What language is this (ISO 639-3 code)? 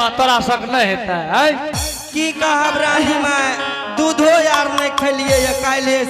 anp